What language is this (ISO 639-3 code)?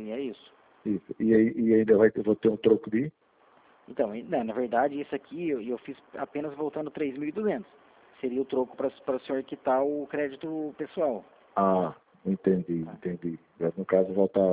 por